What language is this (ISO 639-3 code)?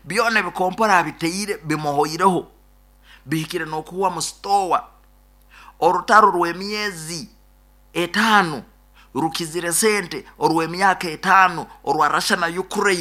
nyn